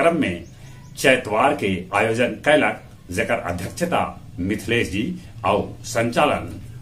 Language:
Magahi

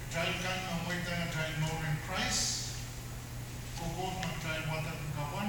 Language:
Pohnpeian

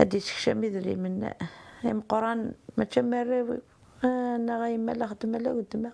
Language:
Kabyle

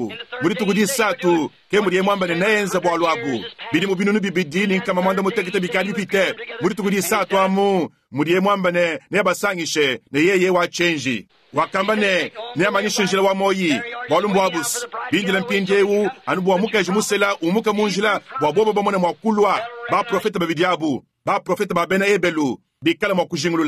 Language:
Luba-Lulua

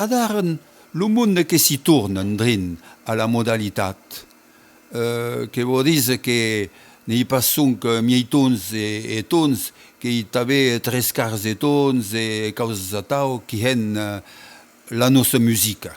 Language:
Occitan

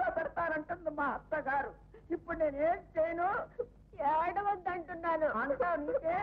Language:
Telugu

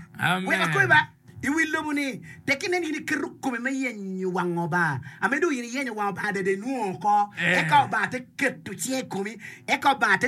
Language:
Acoli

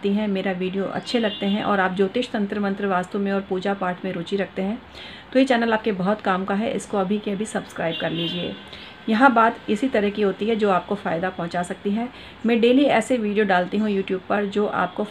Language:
Hindi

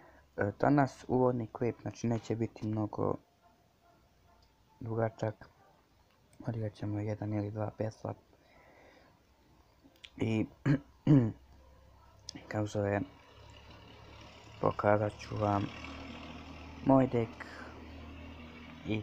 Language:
Croatian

